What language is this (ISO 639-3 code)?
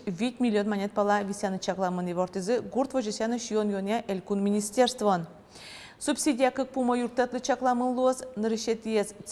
udm